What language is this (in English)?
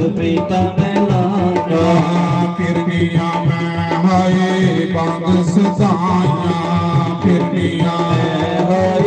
Dogri